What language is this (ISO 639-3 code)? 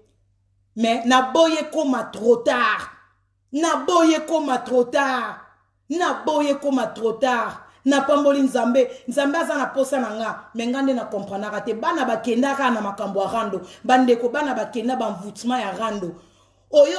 lin